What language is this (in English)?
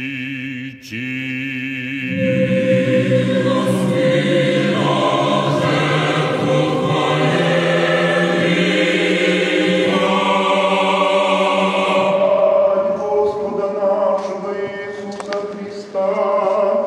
Russian